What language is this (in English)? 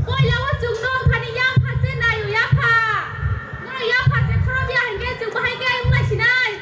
Kok Borok